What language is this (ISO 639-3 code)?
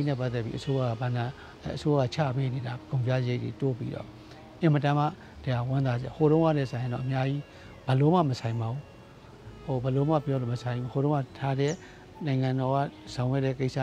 mya